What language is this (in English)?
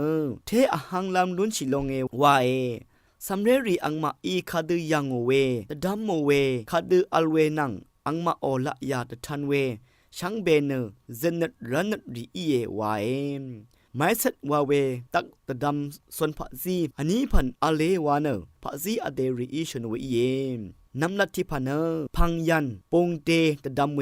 Rawang